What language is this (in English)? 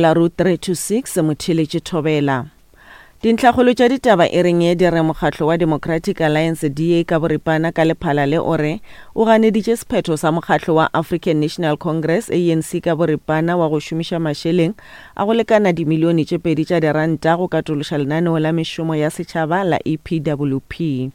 Northern Sotho